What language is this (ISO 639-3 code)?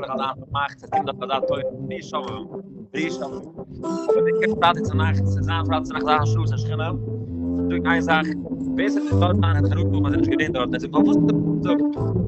yid